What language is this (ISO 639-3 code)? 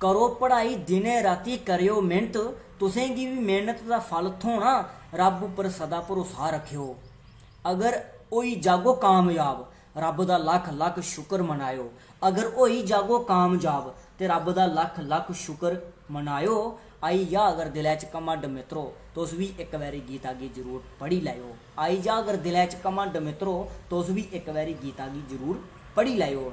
doi